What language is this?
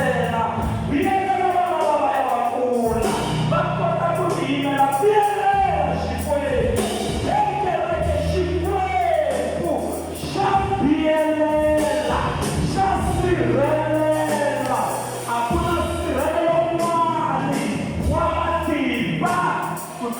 Tsonga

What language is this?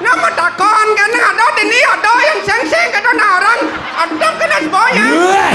Balinese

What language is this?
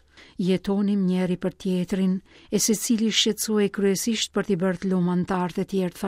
Albanian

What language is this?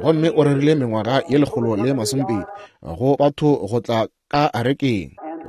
Northern Sotho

